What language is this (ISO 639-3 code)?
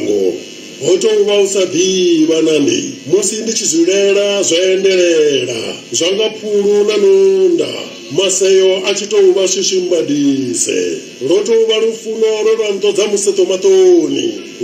ven